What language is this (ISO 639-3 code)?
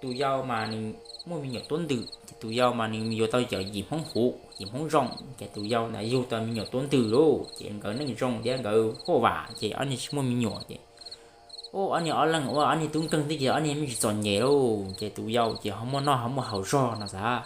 hmn